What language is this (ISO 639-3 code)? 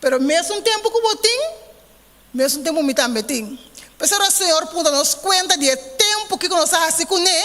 pap